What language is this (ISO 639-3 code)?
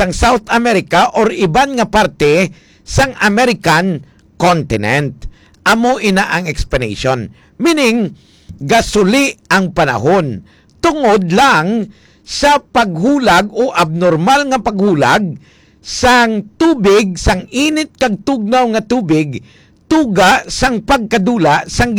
hil